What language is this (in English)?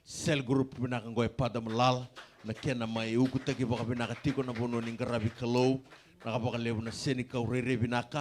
Fijian